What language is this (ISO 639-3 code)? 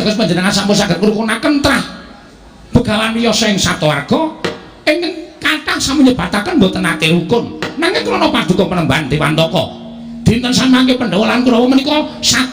jav